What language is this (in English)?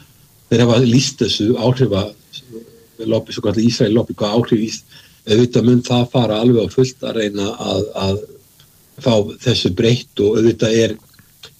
Icelandic